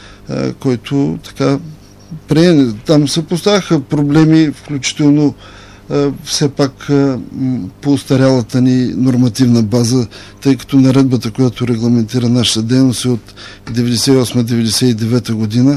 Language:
Bulgarian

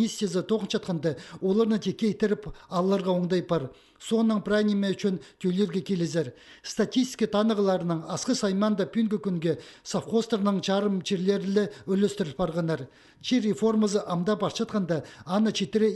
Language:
Khakas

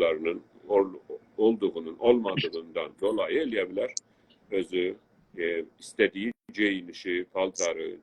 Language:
South Azerbaijani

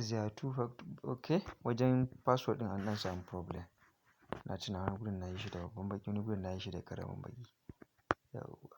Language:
Hausa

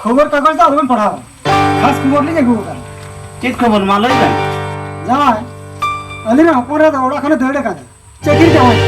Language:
Santali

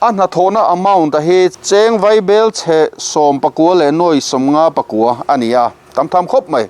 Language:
Mizo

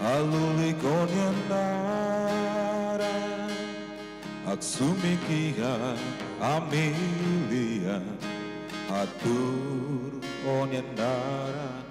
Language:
Tetum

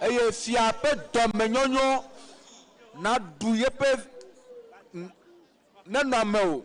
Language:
Ewe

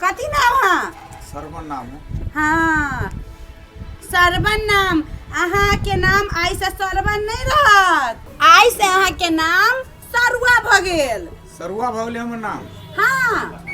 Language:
Maithili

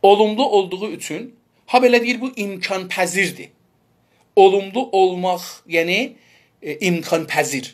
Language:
South Azerbaijani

